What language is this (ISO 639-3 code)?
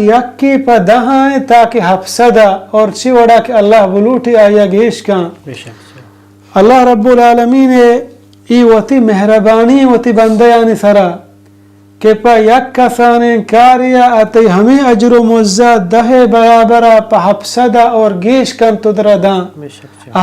bal